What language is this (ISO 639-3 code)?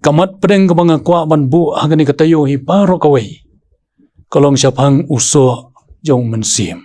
kha